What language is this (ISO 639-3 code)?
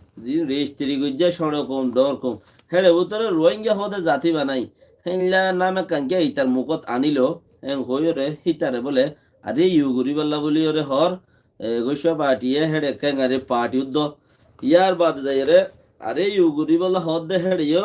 rhg